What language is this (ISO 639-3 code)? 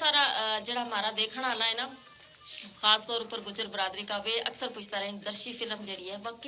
gju